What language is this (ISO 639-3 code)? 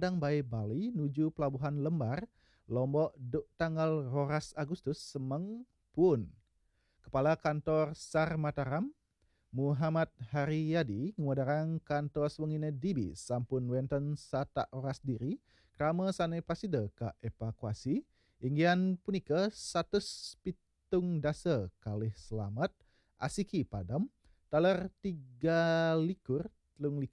ban